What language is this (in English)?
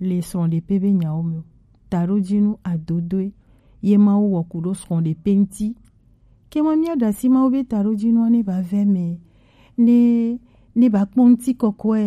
Gen